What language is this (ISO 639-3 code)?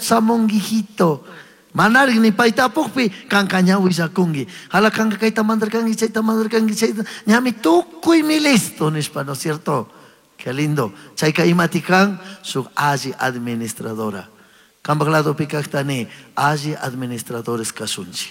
qug